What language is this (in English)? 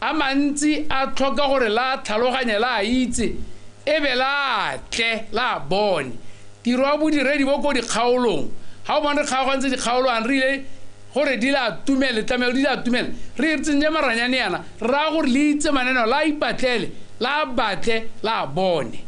Tswana